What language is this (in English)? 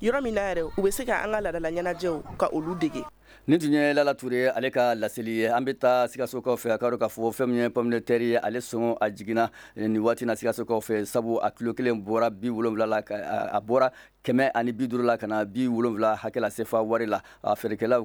Bambara